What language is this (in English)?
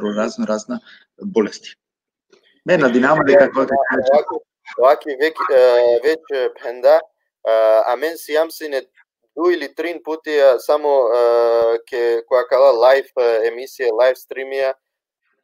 Balkan Romani